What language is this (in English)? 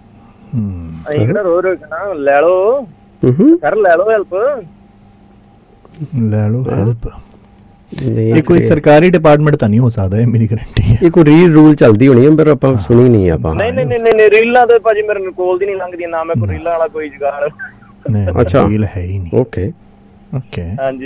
Punjabi